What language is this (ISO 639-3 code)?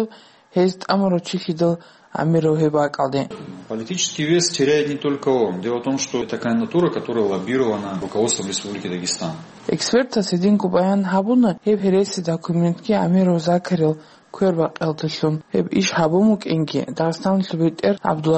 ava